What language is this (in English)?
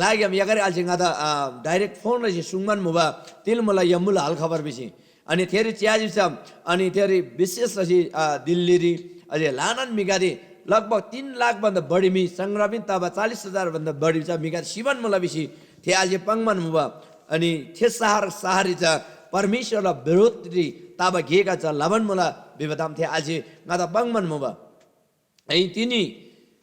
Eastern Tamang